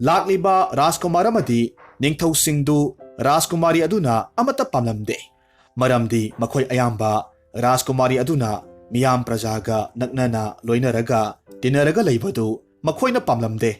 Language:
Manipuri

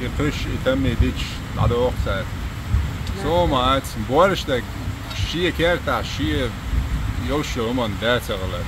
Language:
Chechen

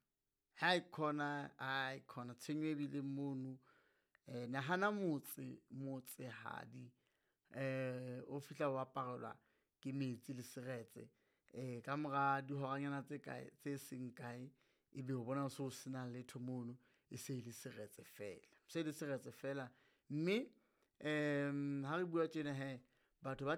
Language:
Southern Sotho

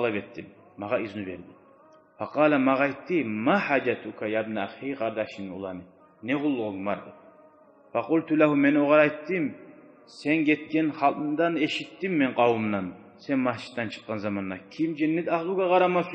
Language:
Kumyk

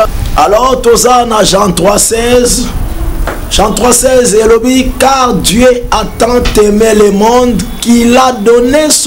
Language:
Lingala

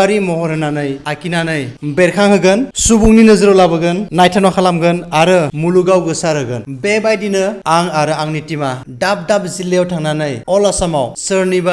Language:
Bodo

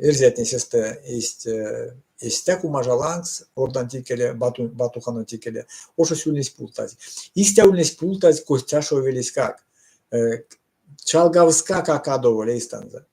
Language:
Erzya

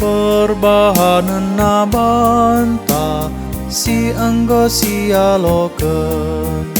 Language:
Batak Karo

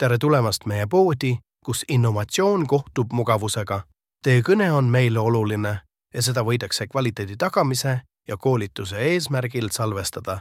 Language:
Estonian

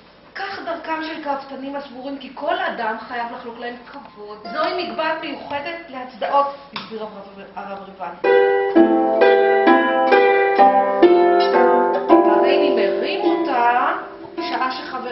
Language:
Hebrew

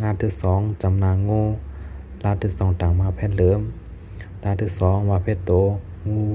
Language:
Shan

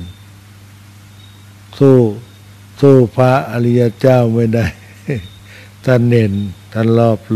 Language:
Thai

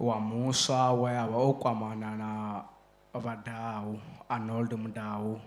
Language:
Venda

